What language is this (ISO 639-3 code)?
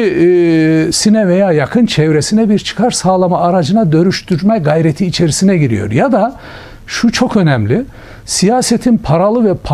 tur